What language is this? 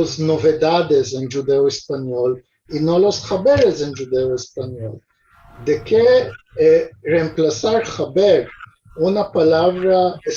Ladino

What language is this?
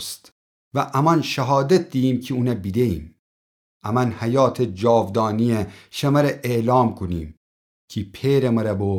Gilaki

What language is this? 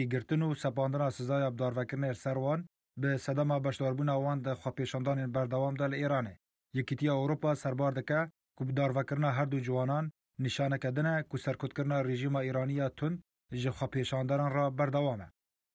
Kurdish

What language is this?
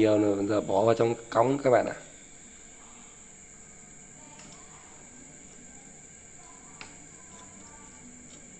Vietnamese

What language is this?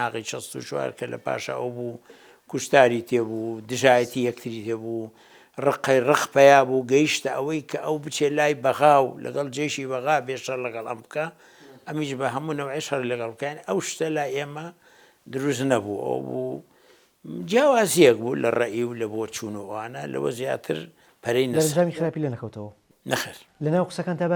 Central Kurdish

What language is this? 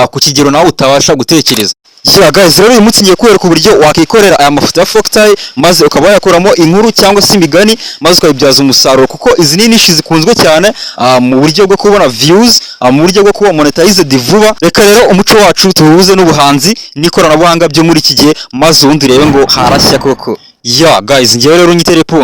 Kinyarwanda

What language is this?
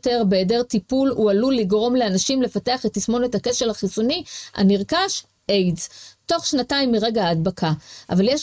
Hebrew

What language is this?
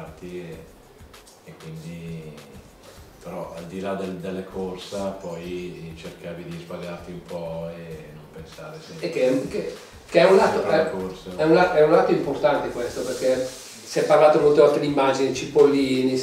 Italian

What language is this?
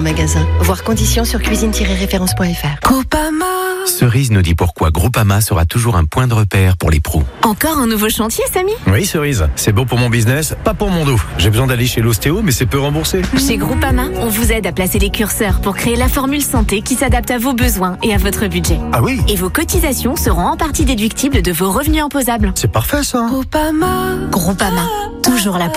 French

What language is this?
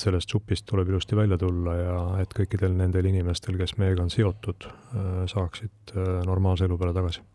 Estonian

